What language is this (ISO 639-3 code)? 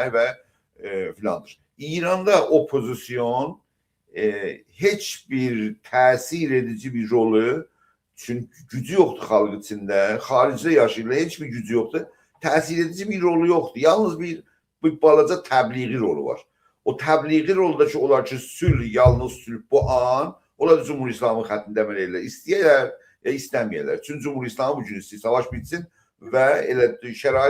azb